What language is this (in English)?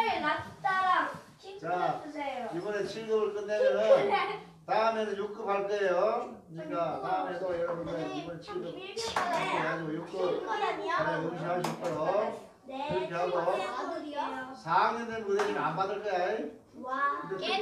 Korean